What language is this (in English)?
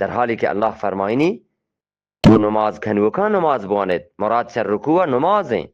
Eastern Balochi